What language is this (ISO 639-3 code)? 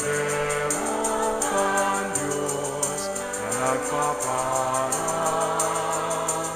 bik